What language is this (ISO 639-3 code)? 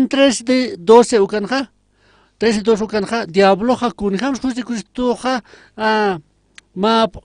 aym